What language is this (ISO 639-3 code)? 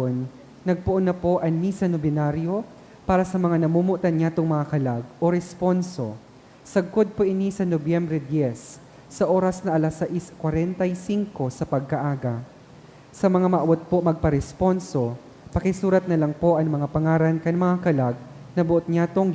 bik